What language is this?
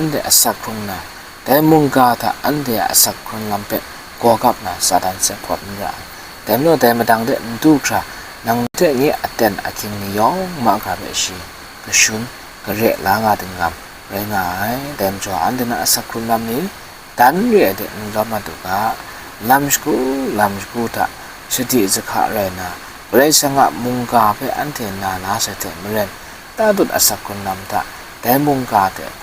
Kachin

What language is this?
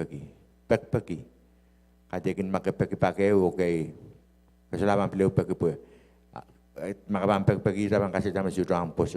Pohnpeian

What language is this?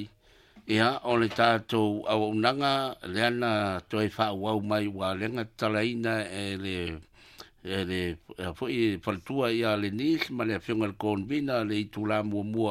Samoan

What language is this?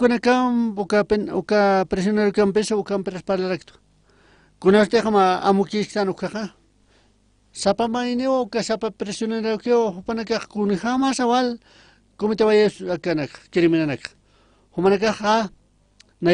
Aymara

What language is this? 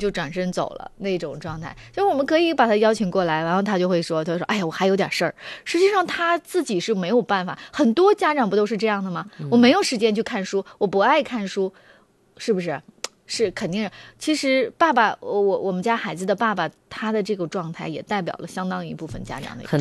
Chinese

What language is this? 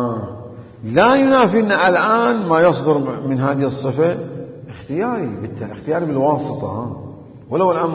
Mesopotamian Arabic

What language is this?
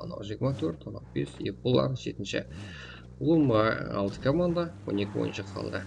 Kara-Kalpak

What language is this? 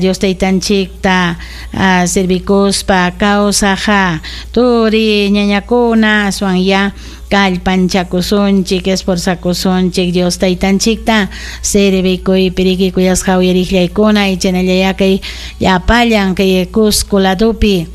Ayacucho Quechua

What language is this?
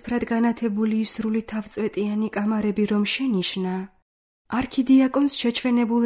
Georgian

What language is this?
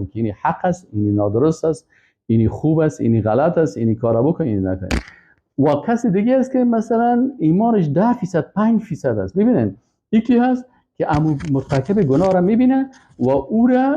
Persian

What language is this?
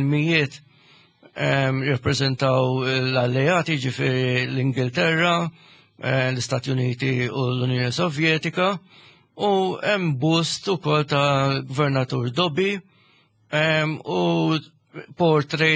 Maltese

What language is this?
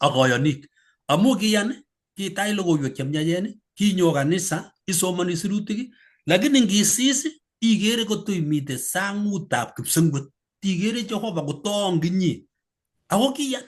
Kalenjin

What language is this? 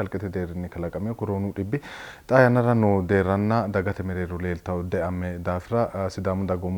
Sidamo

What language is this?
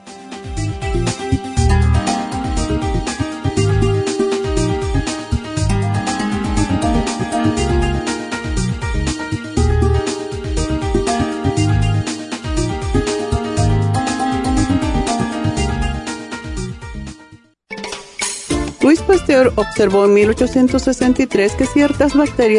Spanish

